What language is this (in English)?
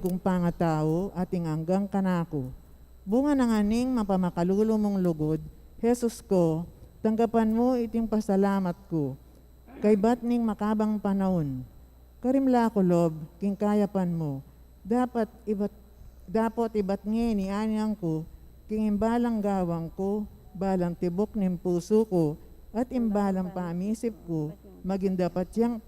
Pampanga